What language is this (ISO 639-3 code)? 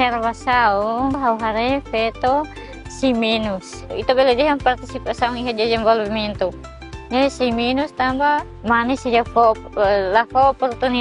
tet